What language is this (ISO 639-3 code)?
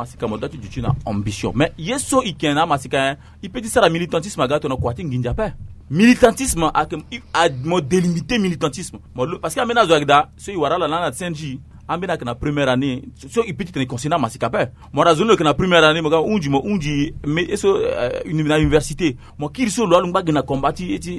sag